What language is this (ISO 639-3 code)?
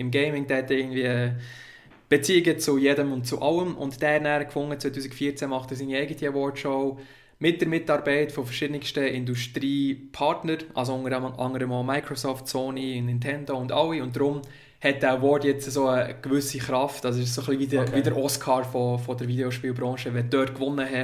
gsw